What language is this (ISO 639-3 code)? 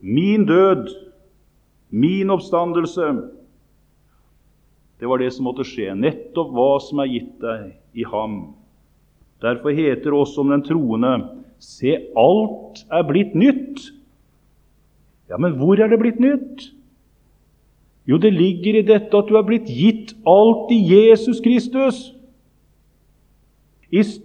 nor